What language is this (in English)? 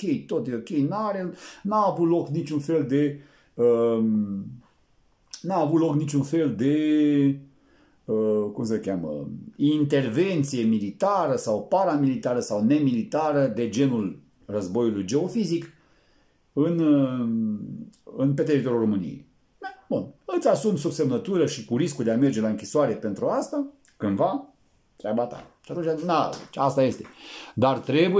Romanian